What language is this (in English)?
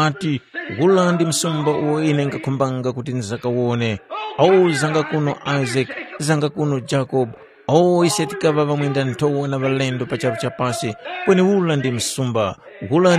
Tumbuka